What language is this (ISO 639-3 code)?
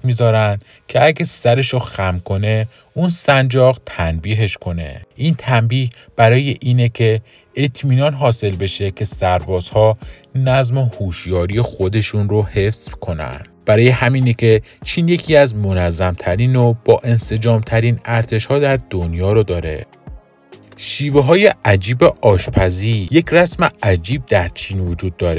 fas